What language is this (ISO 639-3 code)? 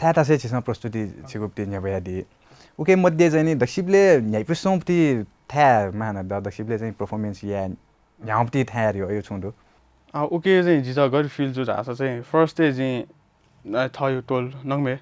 new